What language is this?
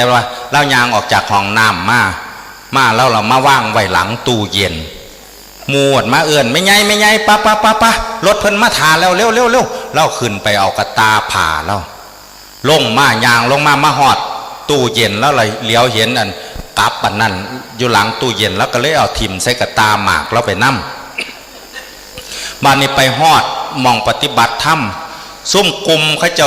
Northeastern Thai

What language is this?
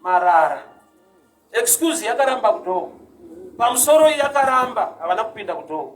Shona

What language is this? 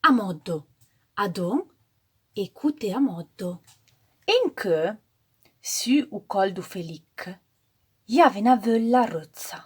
Arpitan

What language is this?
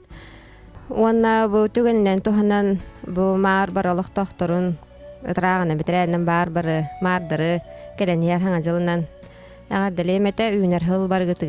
Yakut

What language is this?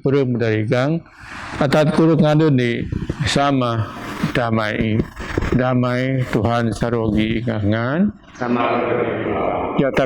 Biatah Bidayuh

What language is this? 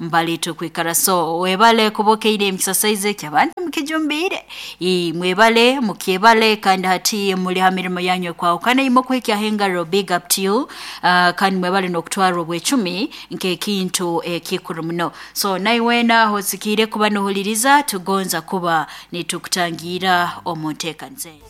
Nyankole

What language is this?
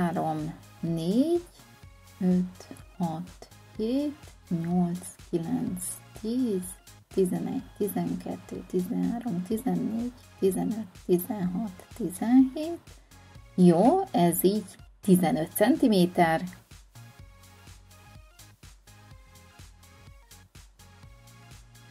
Hungarian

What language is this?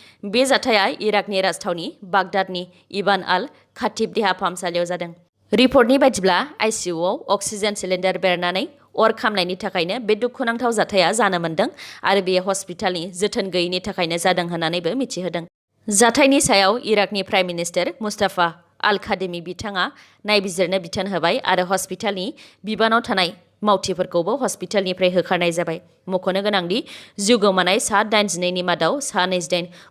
Bodo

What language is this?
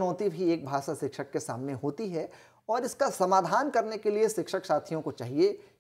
Hindi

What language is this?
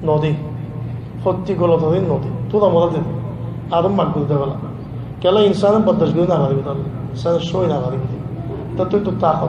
Rohingya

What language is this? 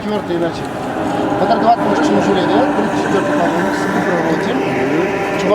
Chuvash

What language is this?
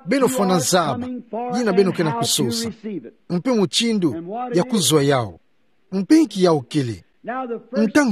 Kituba (Democratic Republic of Congo)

